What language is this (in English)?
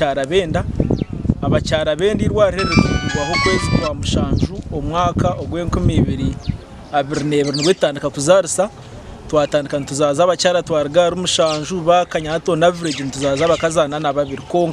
Nyankole